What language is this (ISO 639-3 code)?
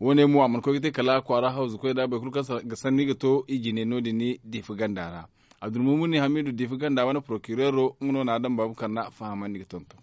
dje